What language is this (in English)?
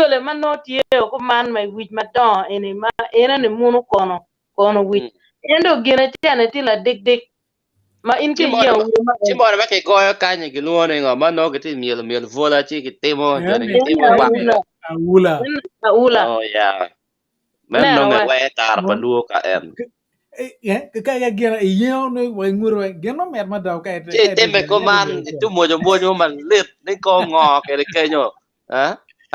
Acoli